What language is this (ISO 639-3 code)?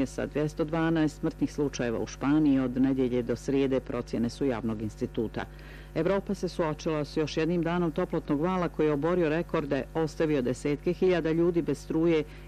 bos